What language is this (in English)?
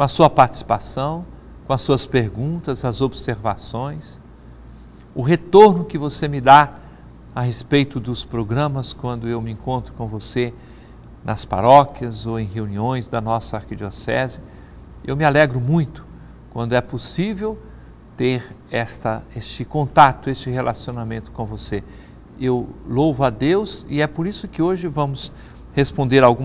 Portuguese